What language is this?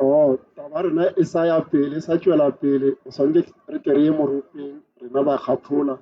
Northern Sotho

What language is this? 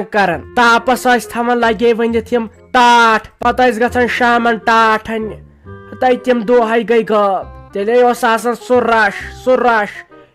Kashmiri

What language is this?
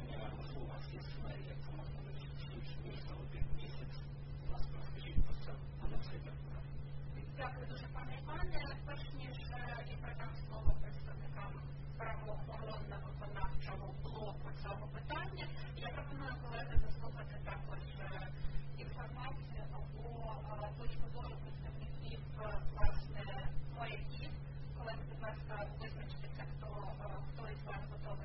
Ukrainian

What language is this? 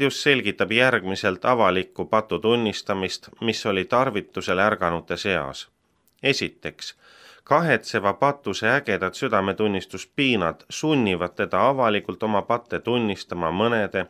Estonian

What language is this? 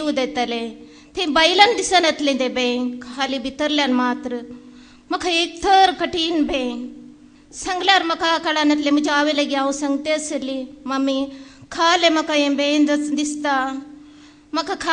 Konkani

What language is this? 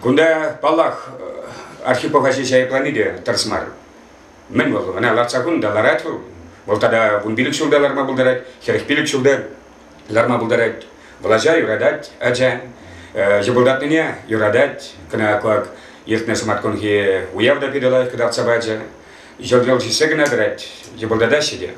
Chuvash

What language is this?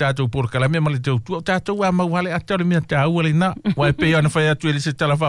Samoan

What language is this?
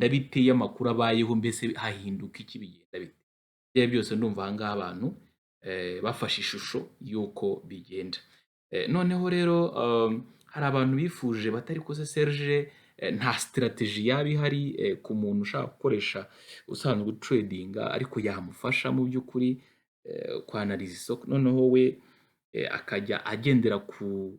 Kinyarwanda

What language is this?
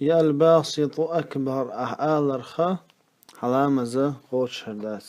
Chechen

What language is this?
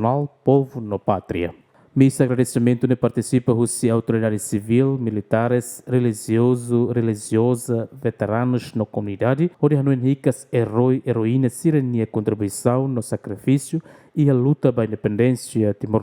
Tetum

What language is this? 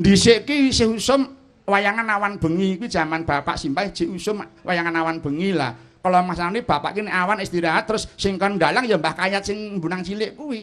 Javanese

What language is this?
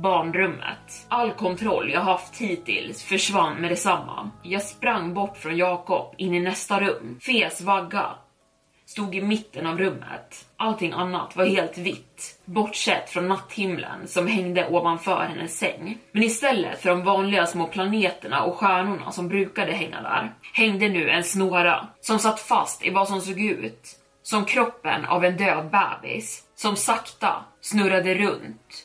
Swedish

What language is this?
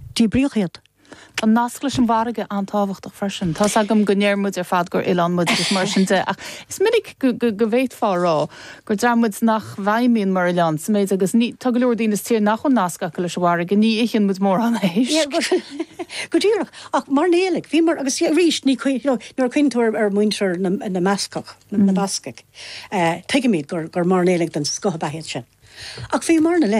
Irish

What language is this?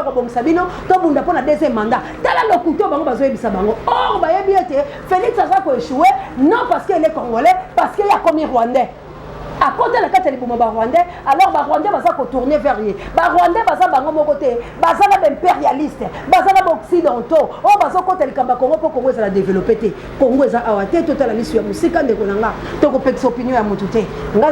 Lingala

